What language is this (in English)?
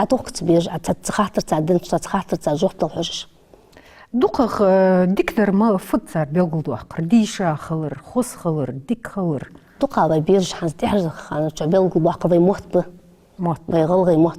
Ingush